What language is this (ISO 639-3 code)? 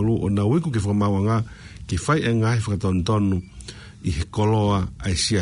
ton